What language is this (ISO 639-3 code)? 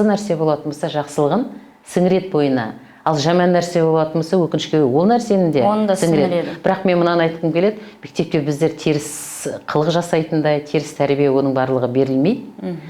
kaz